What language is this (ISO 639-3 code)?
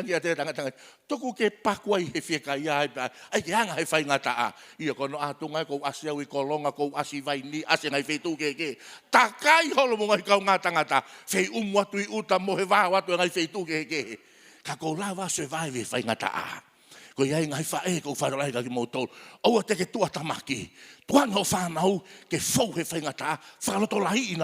ton